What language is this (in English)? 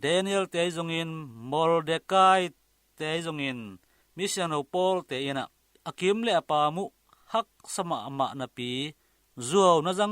Tedim Chin